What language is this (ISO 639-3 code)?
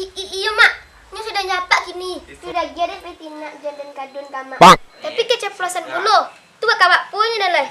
min